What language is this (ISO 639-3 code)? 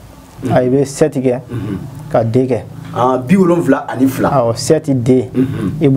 bam